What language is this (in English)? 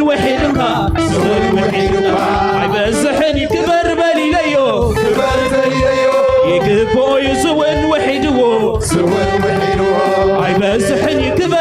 Tigrinya